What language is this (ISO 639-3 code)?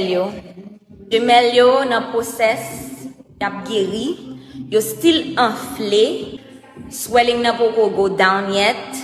hat